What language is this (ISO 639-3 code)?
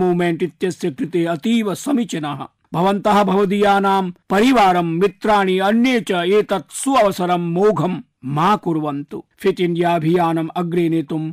san